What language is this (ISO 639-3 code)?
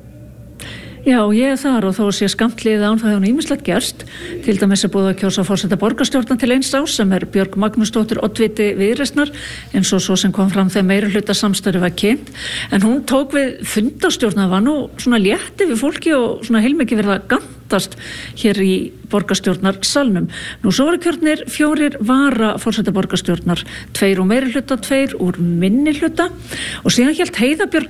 isl